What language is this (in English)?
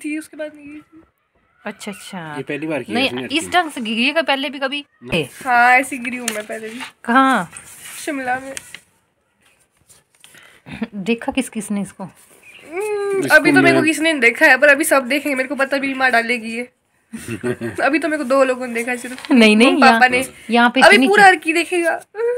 Hindi